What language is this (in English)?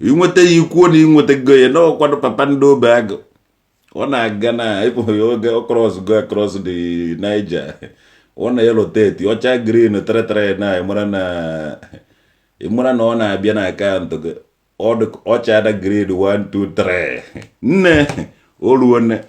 Igbo